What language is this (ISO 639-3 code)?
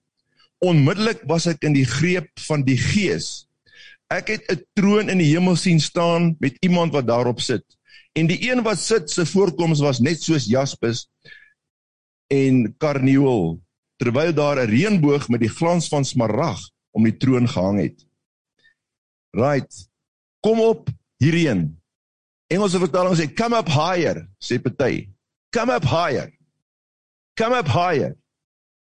afr